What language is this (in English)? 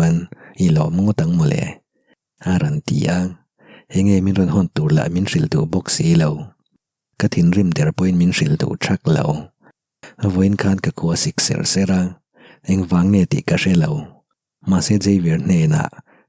Mizo